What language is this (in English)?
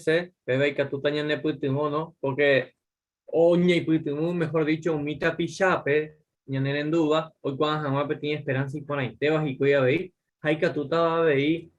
Guarani